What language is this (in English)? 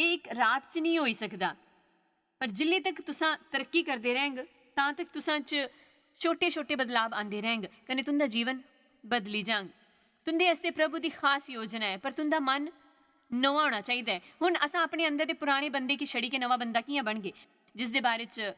Dogri